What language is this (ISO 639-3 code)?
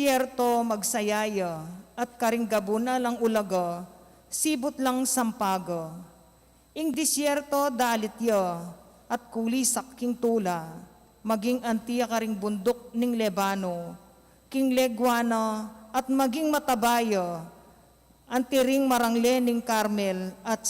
pam